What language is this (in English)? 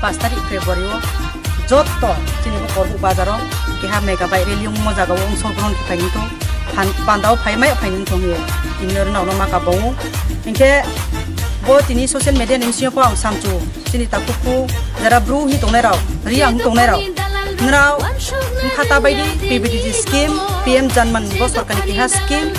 Kok Borok